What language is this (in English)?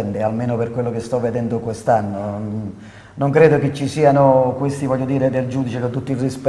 Italian